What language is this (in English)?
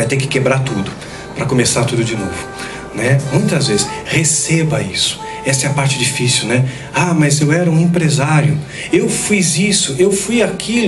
Portuguese